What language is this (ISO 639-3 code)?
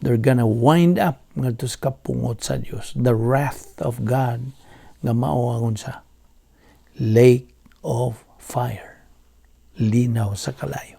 ceb